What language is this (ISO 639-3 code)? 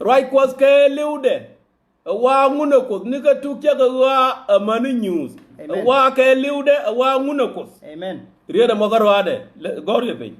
nus